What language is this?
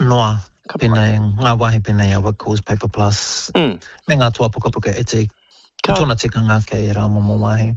Māori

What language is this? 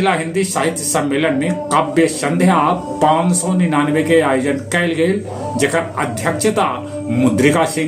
Magahi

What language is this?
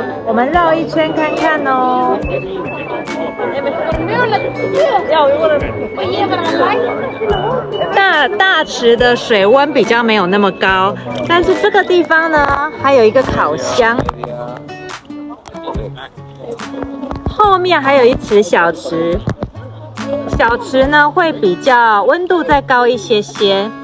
Chinese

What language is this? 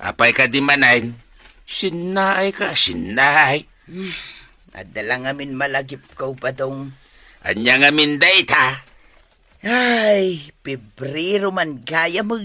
Iloko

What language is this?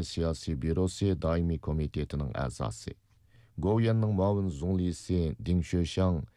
Uyghur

